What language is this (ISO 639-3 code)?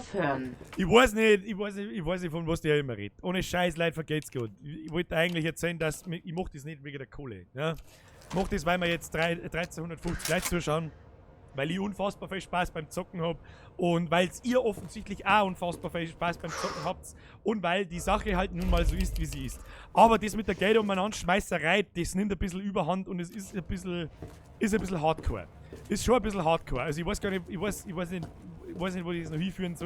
bar